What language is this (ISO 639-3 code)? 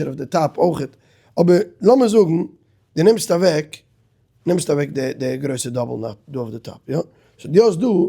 yid